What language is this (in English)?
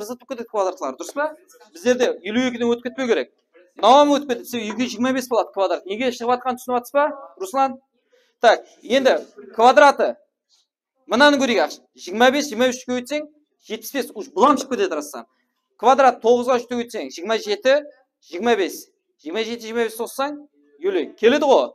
Kara-Kalpak